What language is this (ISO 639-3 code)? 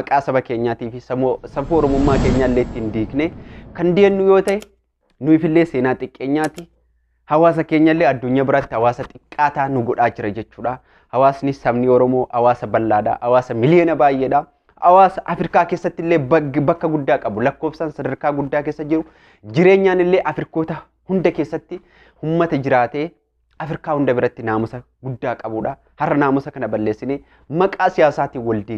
orm